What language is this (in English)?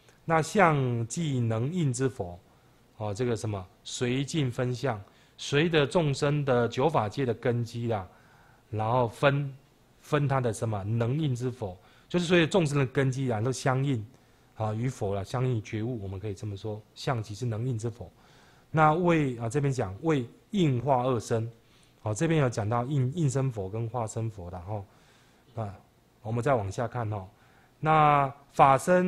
Chinese